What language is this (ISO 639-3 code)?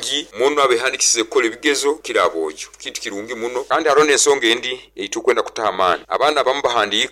nyo